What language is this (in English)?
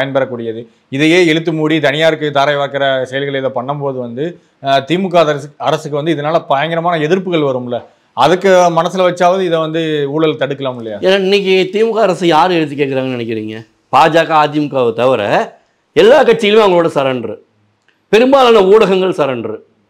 Tamil